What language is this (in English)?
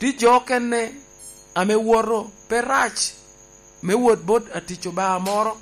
Lango (Uganda)